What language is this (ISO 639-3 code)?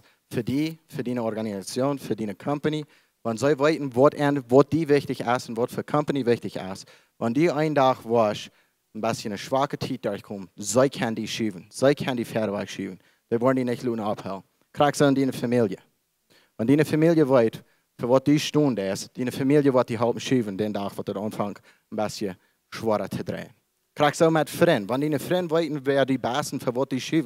pdt